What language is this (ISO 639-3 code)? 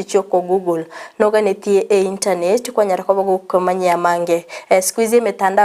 guz